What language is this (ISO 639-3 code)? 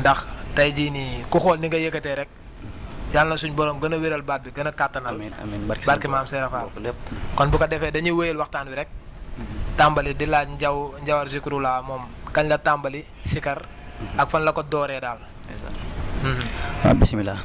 wol